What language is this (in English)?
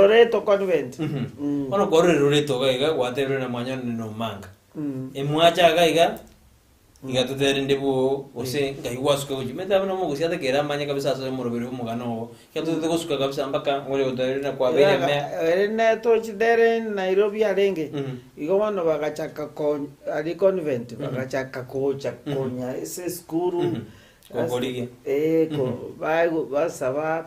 Gusii